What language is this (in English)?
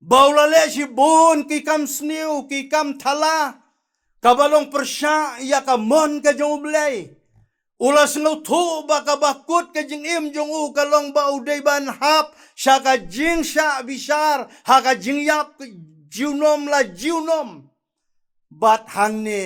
Khasi